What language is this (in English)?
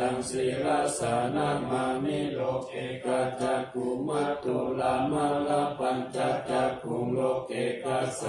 Pali